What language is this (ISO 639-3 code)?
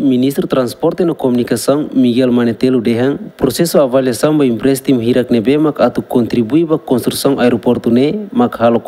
tet